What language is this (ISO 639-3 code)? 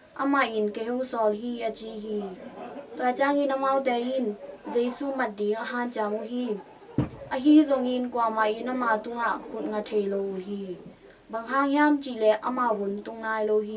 ctd